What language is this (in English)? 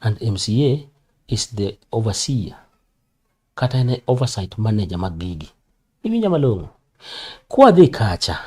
Luo (Kenya and Tanzania)